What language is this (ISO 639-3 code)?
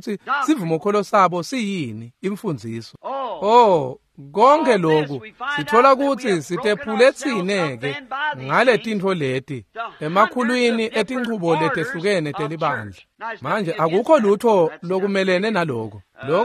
ssw